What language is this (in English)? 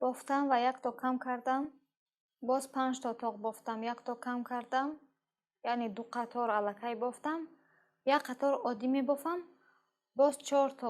Tajik